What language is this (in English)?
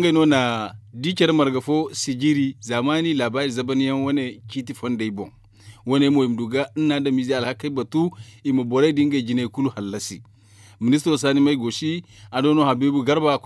Zarma